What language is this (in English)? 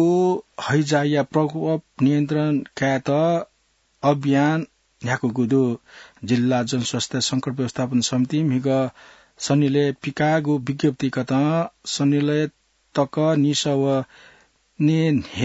Newari